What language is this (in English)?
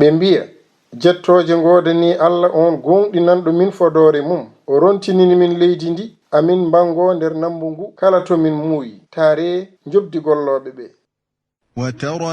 Fula